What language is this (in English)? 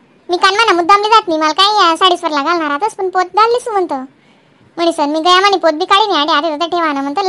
Khandesi